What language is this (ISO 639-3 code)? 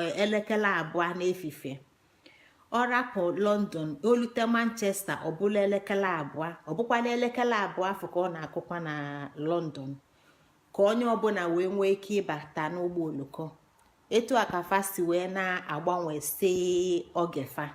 ibo